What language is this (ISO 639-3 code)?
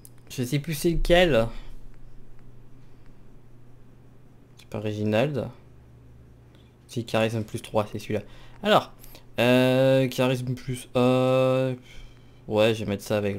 fra